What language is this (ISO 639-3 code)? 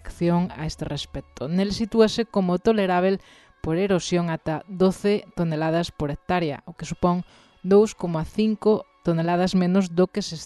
glg